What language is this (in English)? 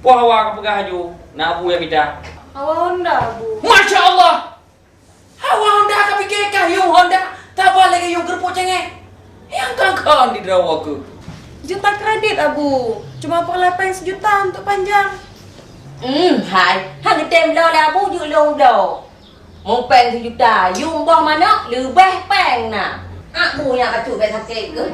Achinese